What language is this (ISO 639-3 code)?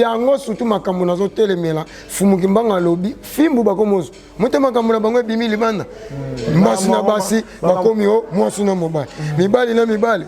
lin